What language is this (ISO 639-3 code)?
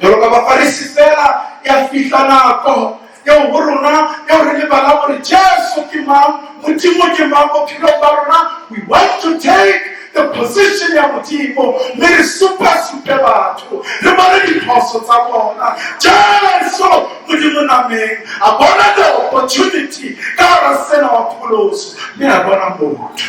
sot